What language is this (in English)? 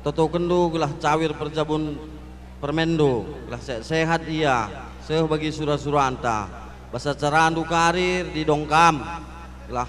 Batak Karo